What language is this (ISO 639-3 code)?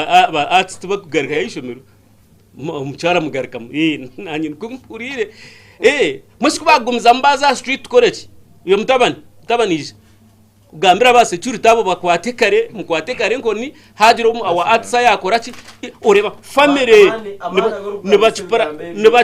nyn